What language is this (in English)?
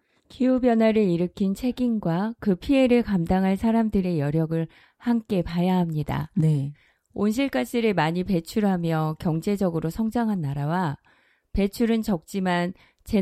Korean